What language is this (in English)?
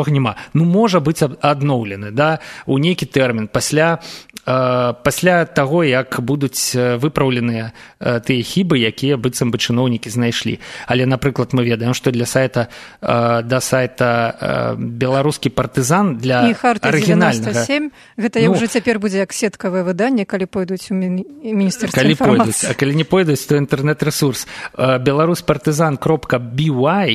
Belarusian